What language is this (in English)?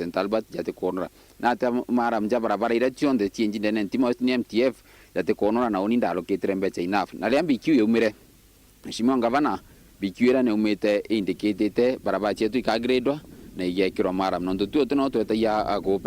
Meru